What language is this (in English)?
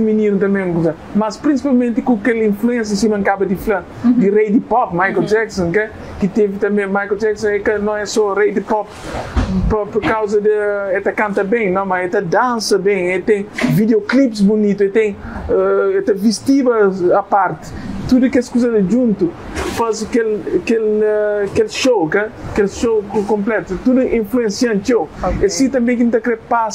Kabuverdianu